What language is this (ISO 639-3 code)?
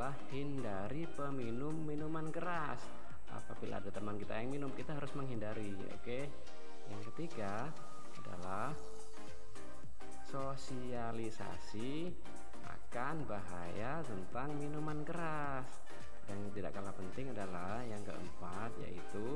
ind